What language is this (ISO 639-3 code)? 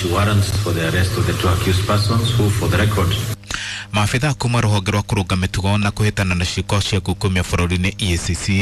kik